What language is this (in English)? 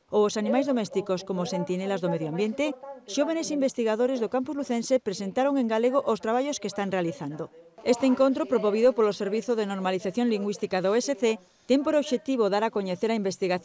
Galician